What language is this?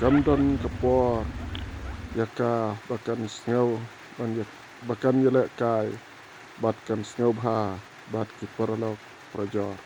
Khasi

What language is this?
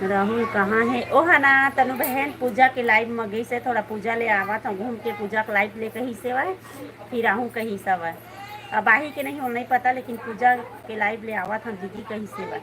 Chhattisgarhi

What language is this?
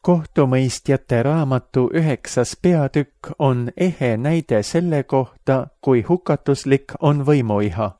Estonian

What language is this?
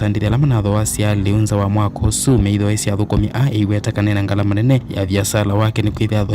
Kamba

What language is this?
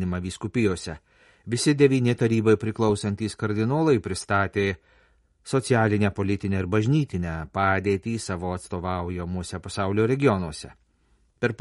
Lithuanian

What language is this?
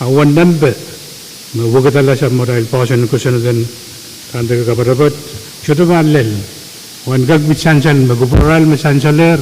Pohnpeian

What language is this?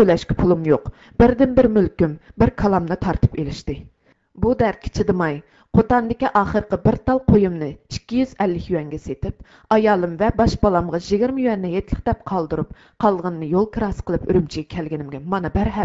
Uyghur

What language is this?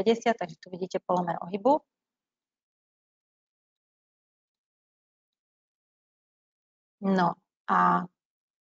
Slovak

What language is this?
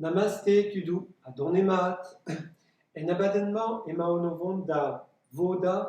Breton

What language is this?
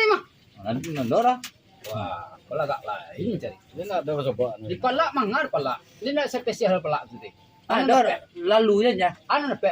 Minangkabau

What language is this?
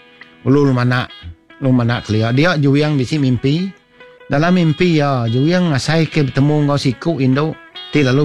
Iban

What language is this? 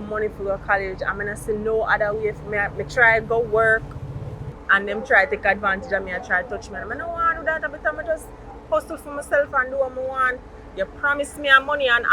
Jamaican Creole English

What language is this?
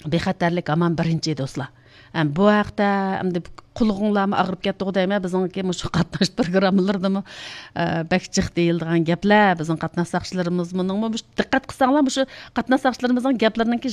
Uyghur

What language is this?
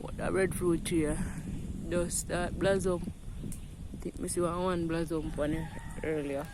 Jamaican Creole English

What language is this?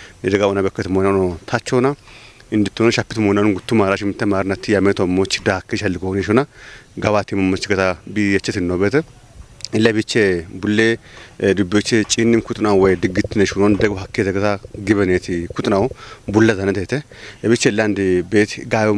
Kafa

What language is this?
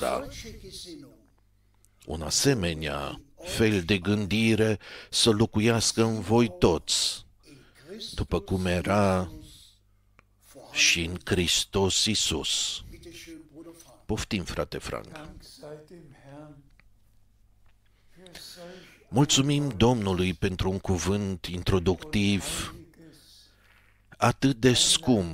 Romanian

